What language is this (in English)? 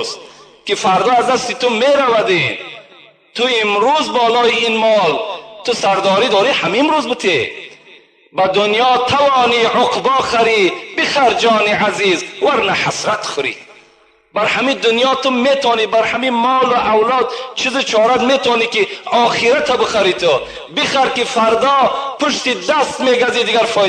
Tajik